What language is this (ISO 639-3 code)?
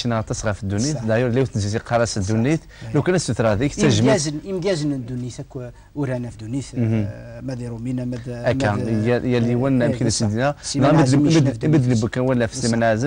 kab